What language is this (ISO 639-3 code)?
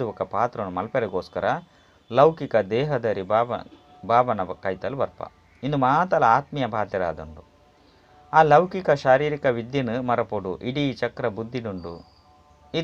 tcy